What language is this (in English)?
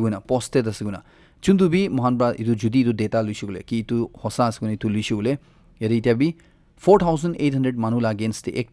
Naga Pidgin